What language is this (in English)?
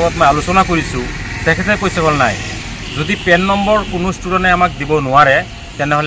Assamese